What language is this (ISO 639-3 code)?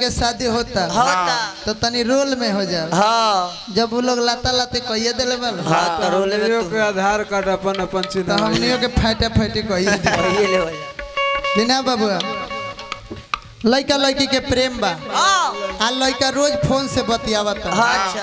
bho